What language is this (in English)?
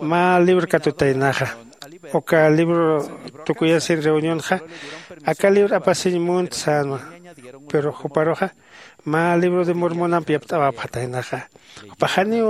Aymara